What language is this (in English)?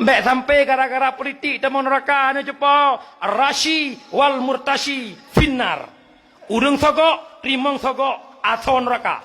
Achinese